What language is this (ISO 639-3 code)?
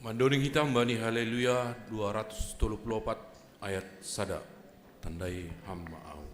bts